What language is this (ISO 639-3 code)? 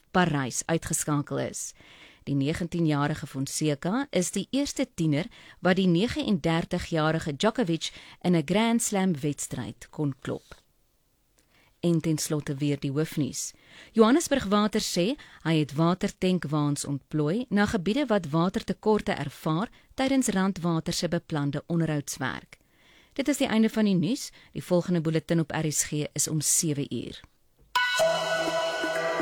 afr